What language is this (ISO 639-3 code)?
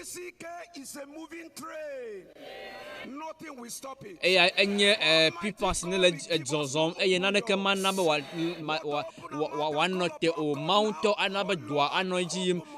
ewe